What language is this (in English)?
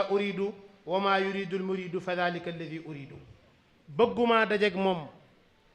Wolof